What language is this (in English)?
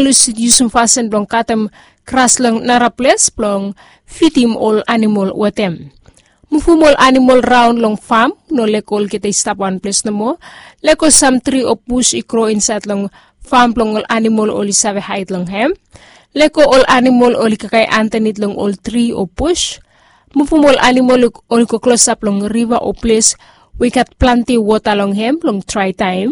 Bislama